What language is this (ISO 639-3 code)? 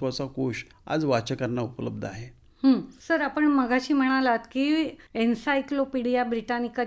mar